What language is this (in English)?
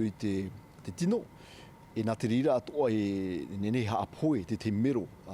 Tahitian